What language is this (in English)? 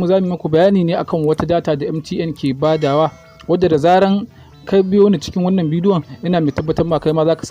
Hausa